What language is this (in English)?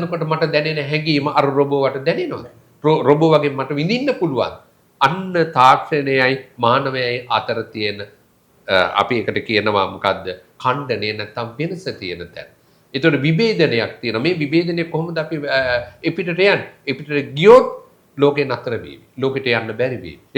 Sinhala